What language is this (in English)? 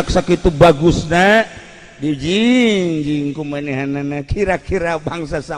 Sundanese